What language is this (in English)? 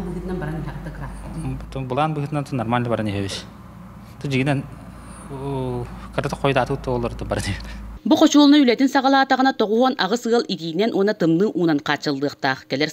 Yakut